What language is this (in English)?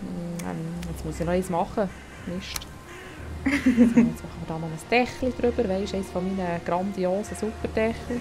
Swiss German